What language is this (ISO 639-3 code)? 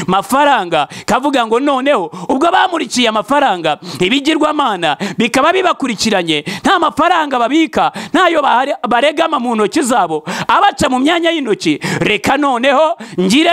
kin